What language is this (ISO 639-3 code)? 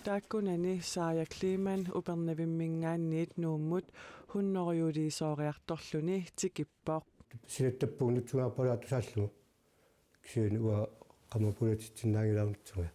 kal